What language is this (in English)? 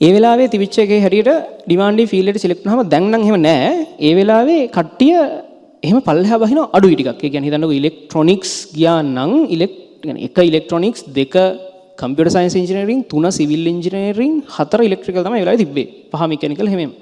Sinhala